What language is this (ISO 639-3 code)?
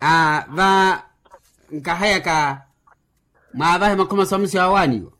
vmw